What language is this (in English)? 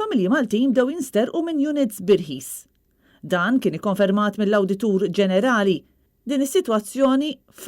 Maltese